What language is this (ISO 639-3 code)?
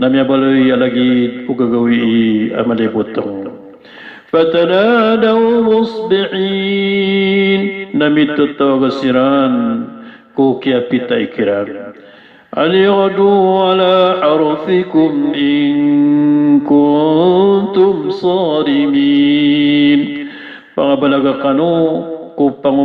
mrw